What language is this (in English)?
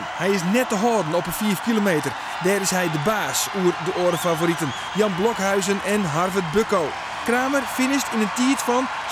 Western Frisian